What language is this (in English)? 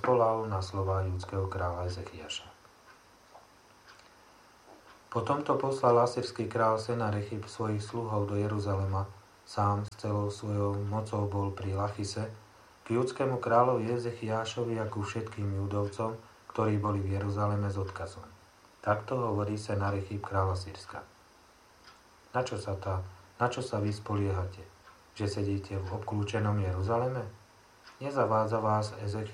Slovak